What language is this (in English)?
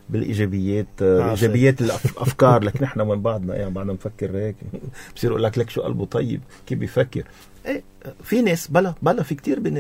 North Levantine Arabic